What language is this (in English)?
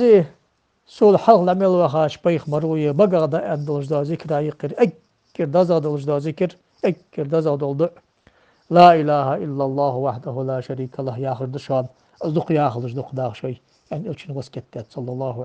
Ingush